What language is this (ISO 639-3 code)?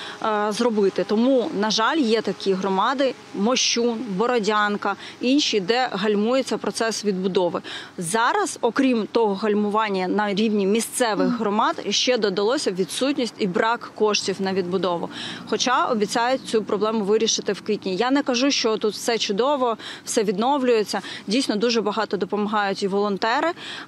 ukr